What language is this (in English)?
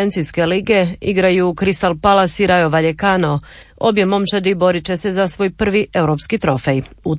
Croatian